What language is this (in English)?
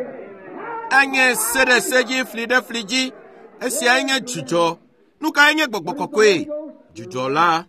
Ewe